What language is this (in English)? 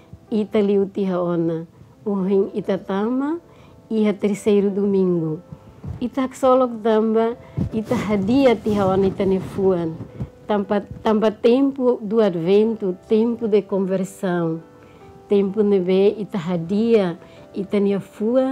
Tetum